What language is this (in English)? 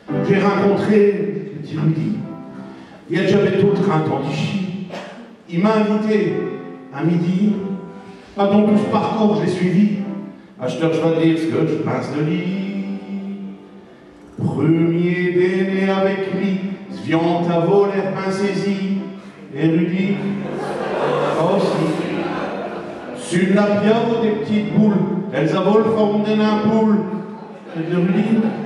Picard